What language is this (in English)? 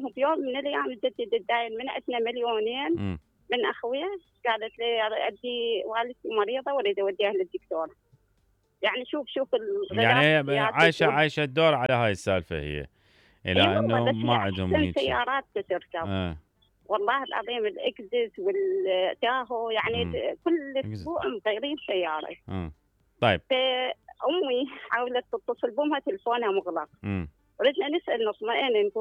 Mesopotamian Arabic